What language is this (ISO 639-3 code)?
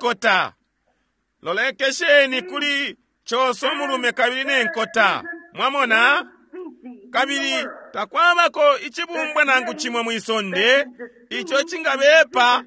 bem